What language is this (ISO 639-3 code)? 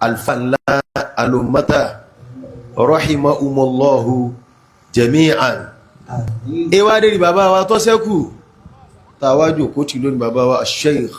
yor